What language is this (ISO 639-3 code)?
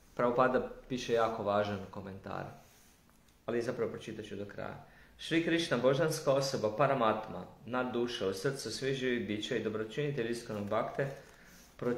hrv